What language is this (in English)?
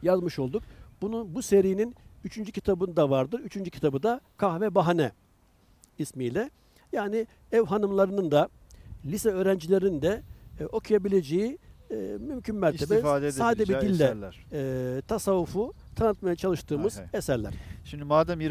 Turkish